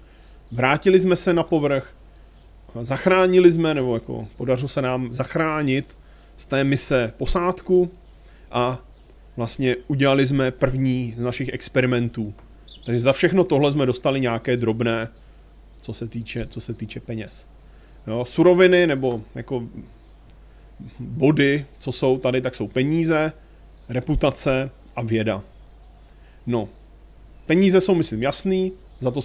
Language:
Czech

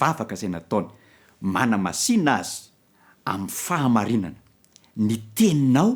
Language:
Malagasy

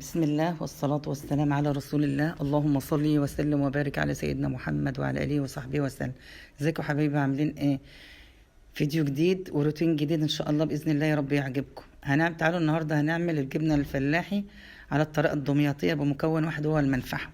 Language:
Egyptian Arabic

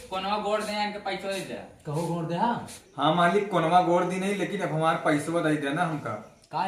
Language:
Awadhi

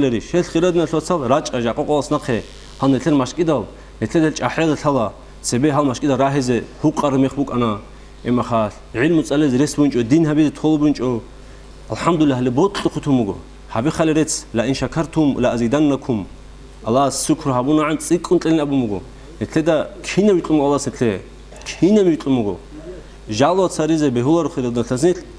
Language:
Avaric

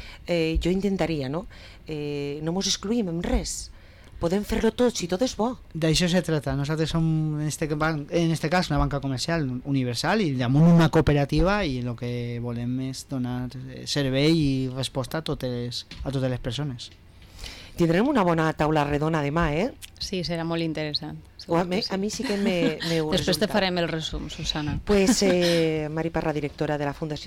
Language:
Catalan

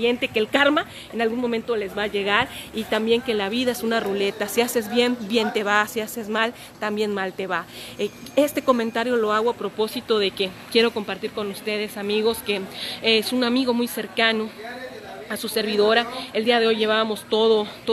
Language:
Spanish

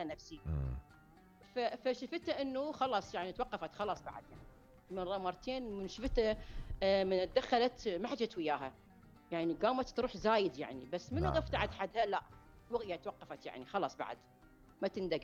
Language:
Mesopotamian Arabic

